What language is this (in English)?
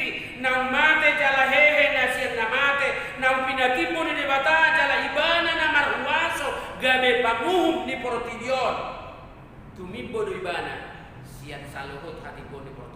Batak Toba